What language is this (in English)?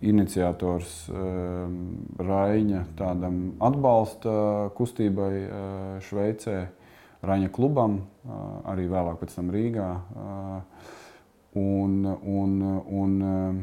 Latvian